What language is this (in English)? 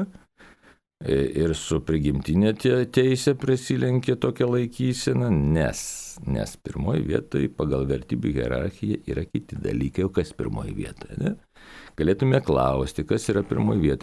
Lithuanian